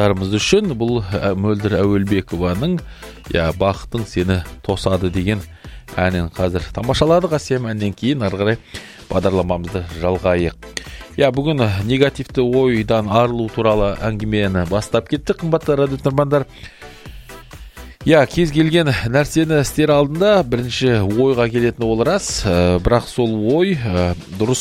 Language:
Kazakh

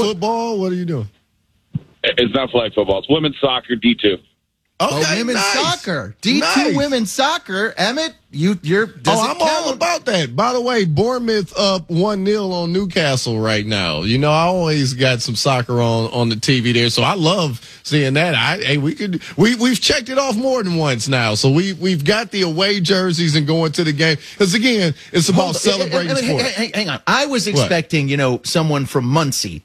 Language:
English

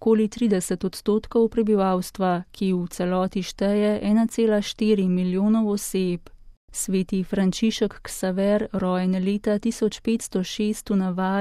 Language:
Slovenian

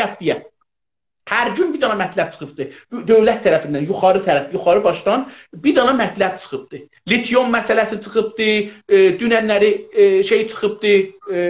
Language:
South Azerbaijani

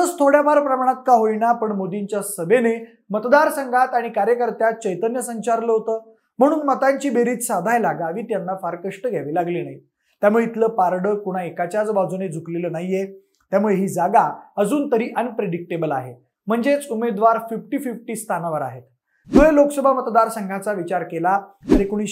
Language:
Marathi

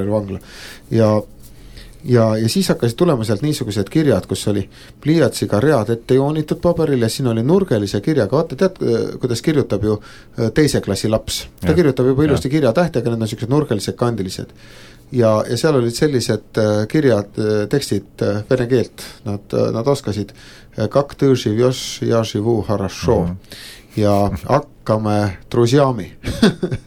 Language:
Estonian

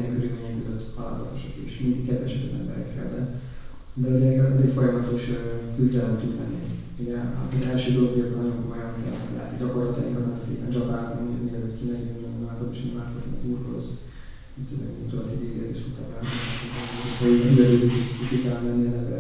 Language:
Hungarian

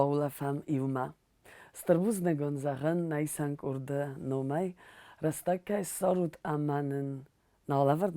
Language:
Ossetic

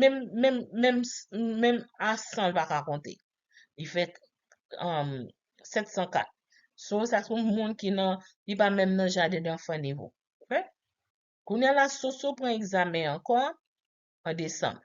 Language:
Haitian Creole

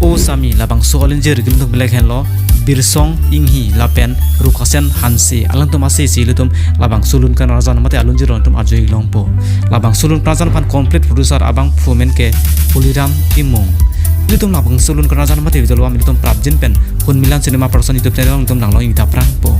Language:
Karbi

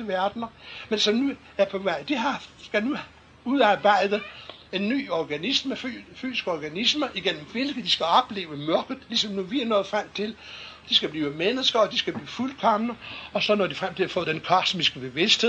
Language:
Danish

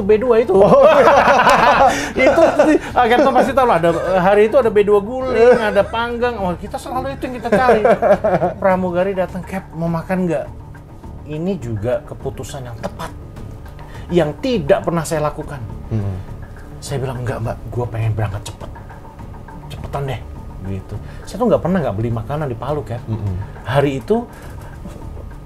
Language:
Indonesian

